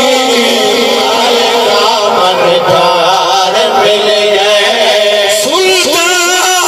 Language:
Saraiki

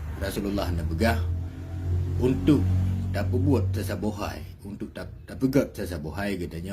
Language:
Achinese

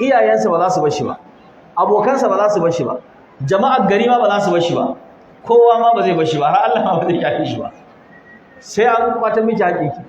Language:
Hausa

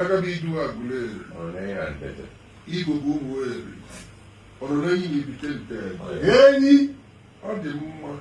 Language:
Igbo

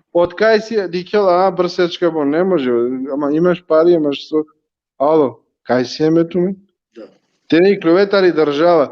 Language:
Balkan Romani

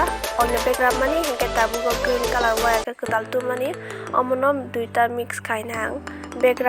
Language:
Kok Borok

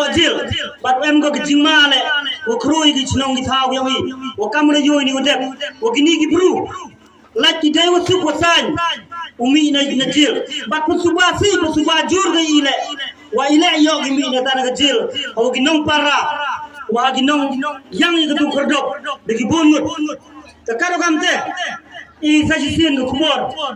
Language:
Khasi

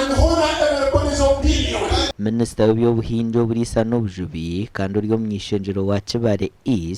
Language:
Nyankole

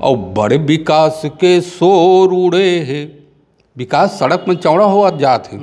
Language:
Chhattisgarhi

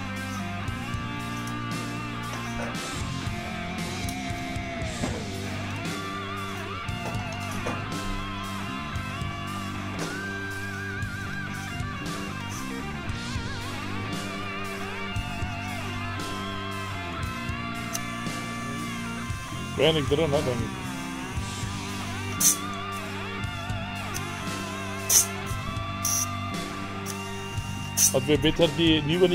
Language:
Dutch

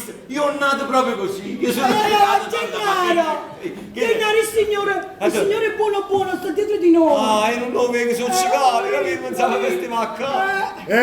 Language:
Neapolitan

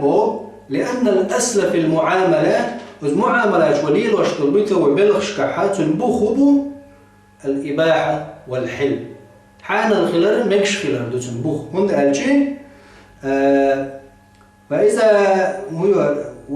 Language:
Chechen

